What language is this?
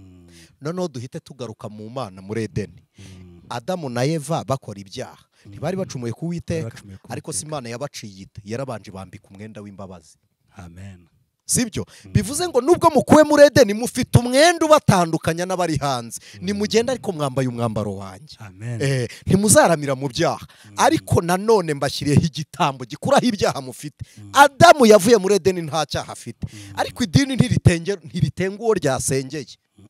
Kinyarwanda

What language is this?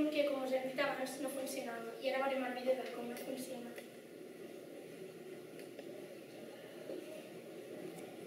Catalan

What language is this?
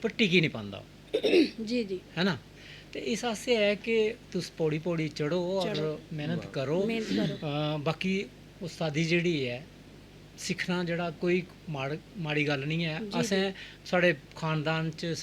Dogri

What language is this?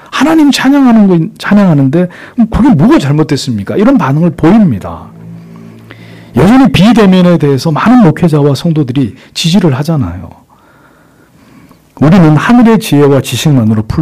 Korean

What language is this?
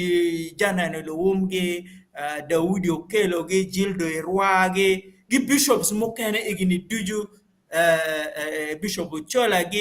Acoli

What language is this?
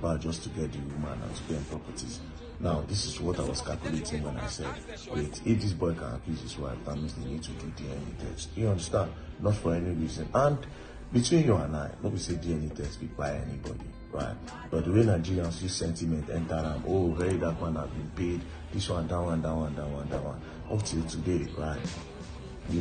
Nigerian Pidgin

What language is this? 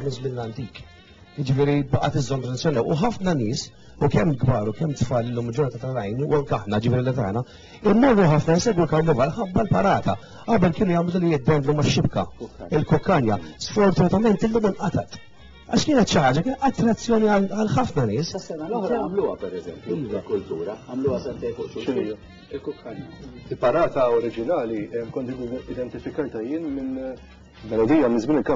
Maltese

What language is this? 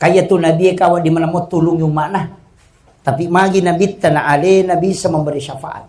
Buginese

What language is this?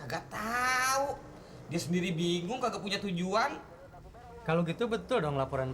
Betawi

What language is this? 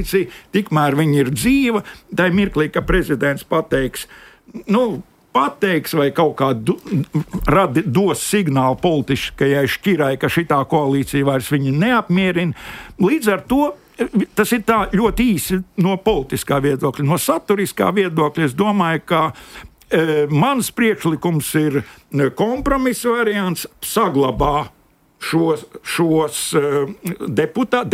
Latvian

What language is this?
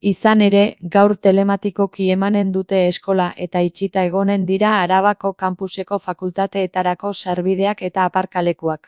Basque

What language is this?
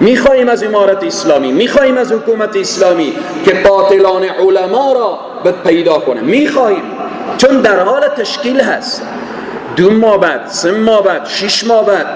Persian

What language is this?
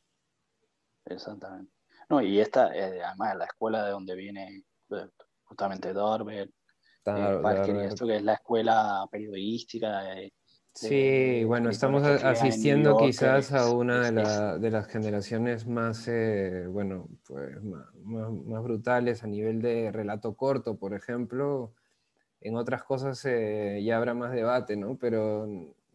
Spanish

